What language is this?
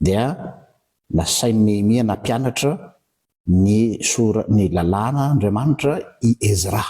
Malagasy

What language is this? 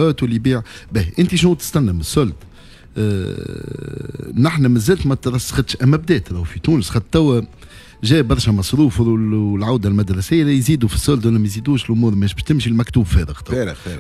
Tunisian Arabic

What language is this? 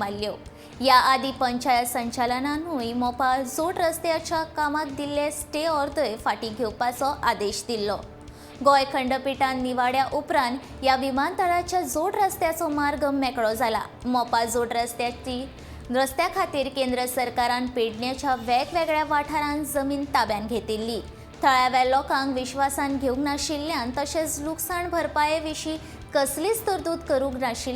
Konkani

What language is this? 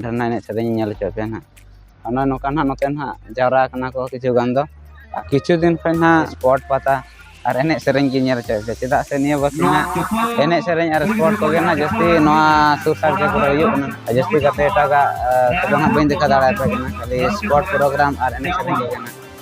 Santali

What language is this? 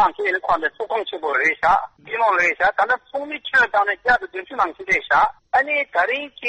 Tibetan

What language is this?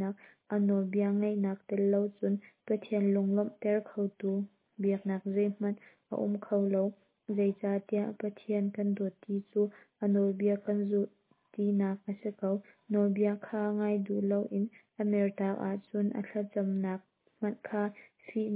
Hakha Chin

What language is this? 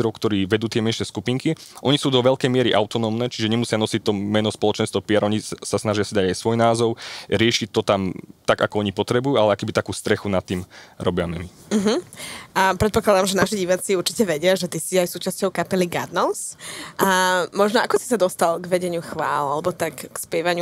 Slovak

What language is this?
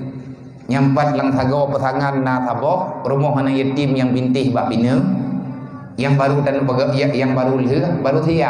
Achinese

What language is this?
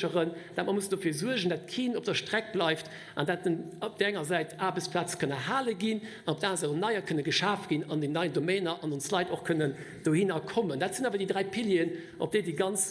Luxembourgish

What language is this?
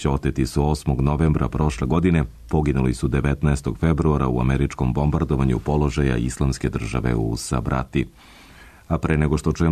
Serbian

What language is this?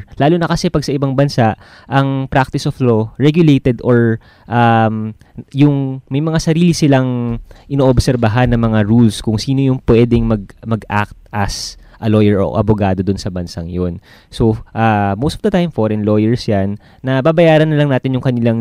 Filipino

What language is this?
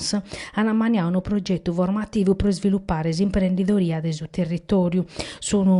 Sardinian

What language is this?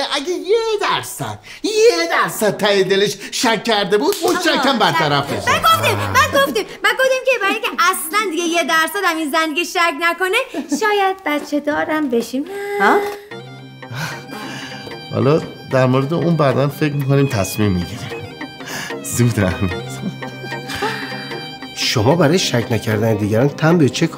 Persian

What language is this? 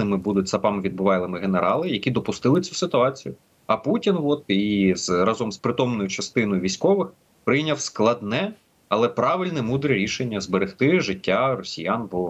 Ukrainian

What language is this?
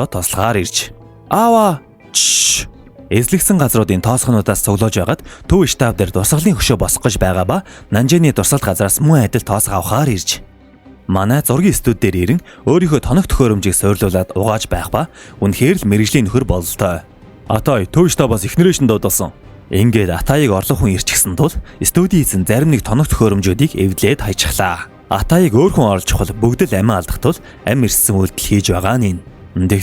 Mongolian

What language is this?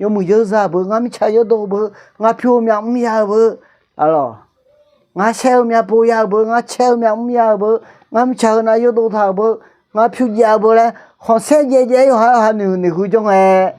Akha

